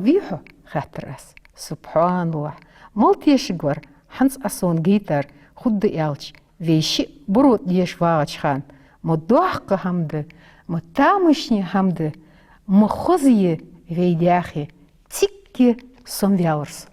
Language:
Ingush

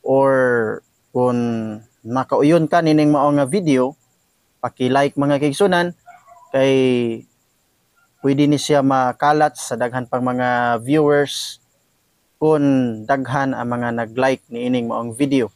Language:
Cebuano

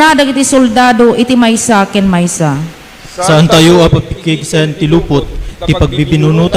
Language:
Iloko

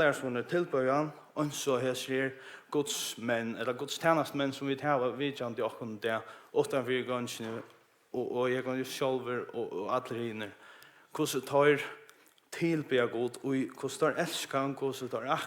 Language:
Faroese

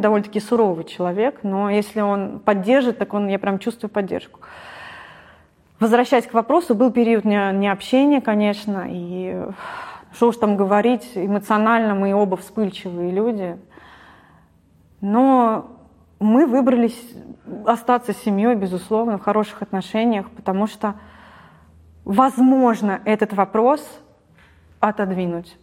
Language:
Russian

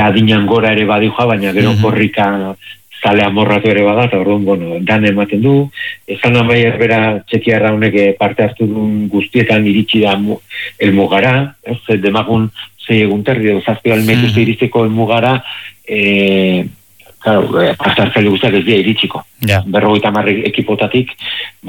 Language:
Basque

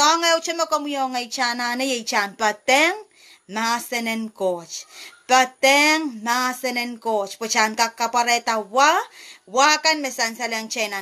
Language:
Pohnpeian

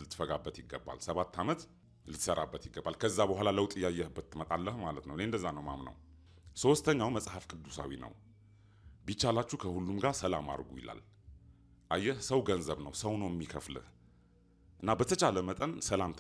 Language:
Amharic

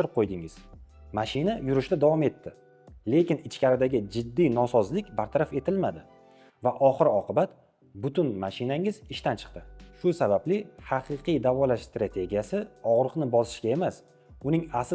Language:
Uzbek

